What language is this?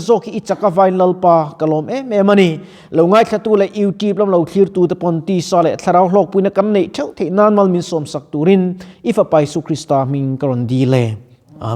Mizo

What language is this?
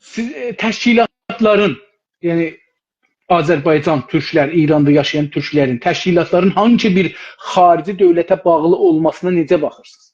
South Azerbaijani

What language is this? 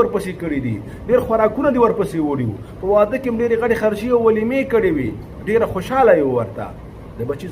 Pashto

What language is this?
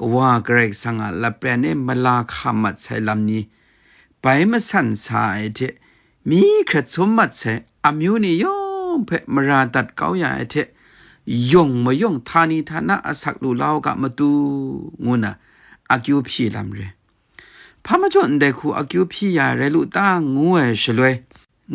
Kachin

